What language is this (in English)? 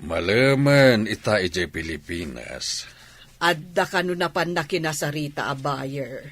Iloko